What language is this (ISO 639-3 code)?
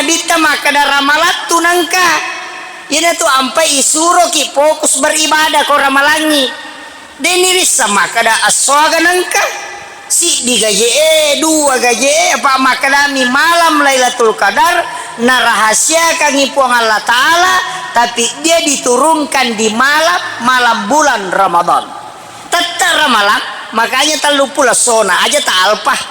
bug